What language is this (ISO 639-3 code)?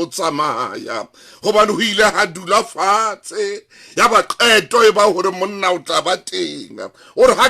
sot